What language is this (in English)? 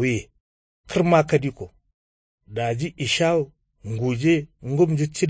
Kanuri